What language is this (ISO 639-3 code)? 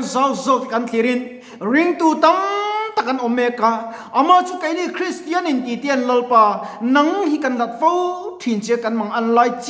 lus